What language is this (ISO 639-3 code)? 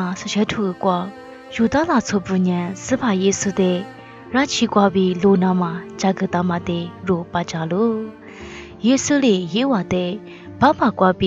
lis